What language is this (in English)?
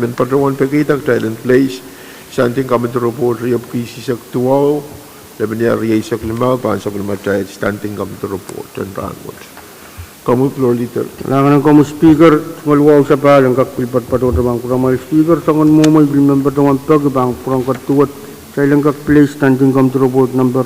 Pohnpeian